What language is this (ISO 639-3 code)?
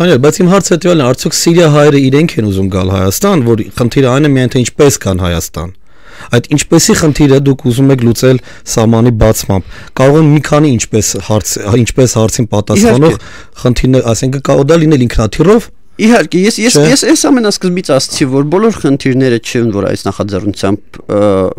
hye